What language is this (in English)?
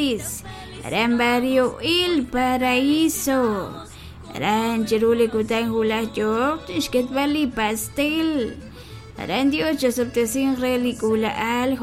Kekchí